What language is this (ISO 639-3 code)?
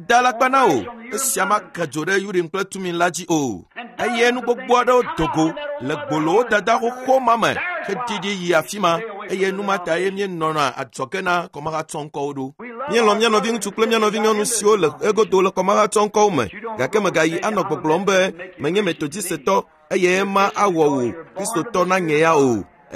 ewe